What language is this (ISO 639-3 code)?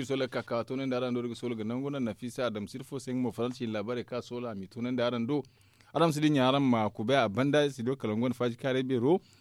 dje